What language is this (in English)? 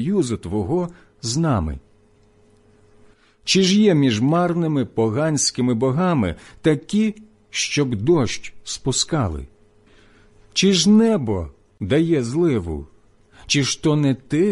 Ukrainian